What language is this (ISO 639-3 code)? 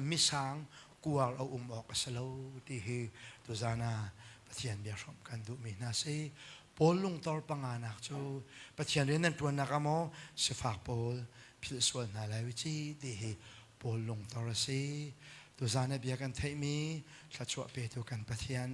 cnh